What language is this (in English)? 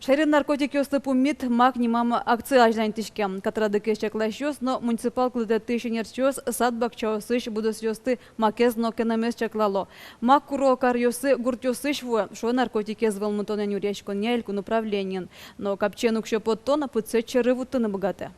Udmurt